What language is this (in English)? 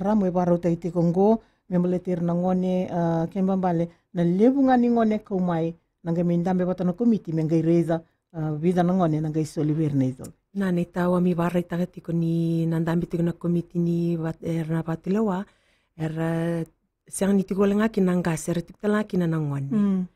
Fijian